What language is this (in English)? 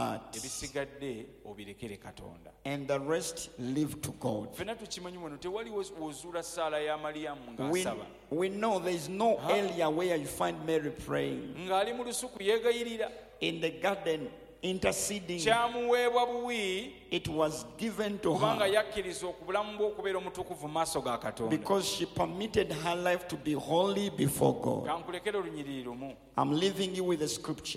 Ganda